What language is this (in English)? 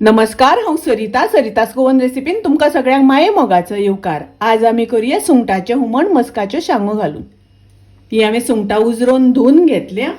Konkani